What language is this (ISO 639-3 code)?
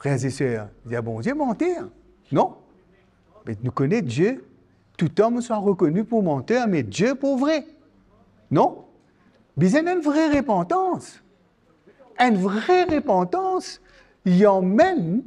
mfe